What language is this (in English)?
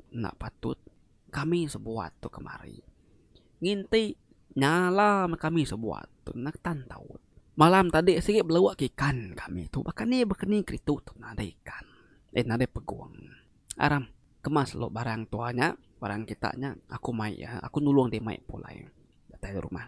Iban